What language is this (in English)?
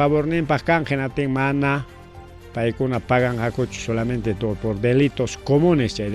Ayacucho Quechua